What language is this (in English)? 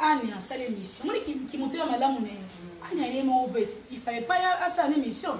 Lingala